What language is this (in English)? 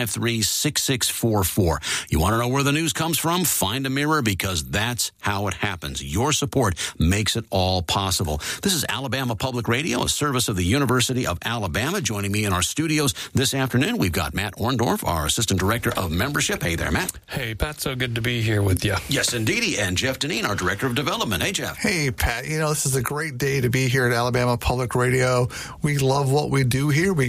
English